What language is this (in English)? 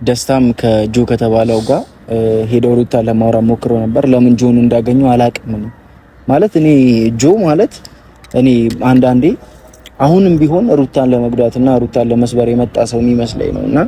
Amharic